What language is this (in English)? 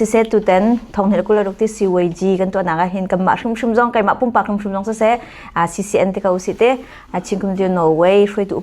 Hakha Chin